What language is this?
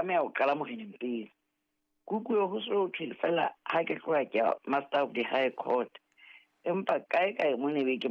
Southern Sotho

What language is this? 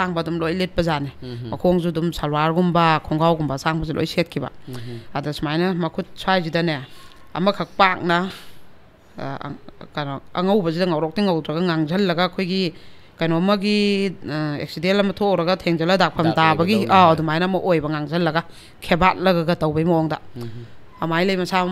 Manipuri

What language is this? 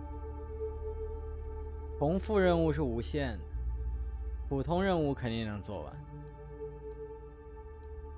Chinese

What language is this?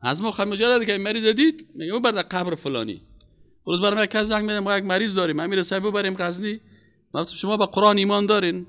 Persian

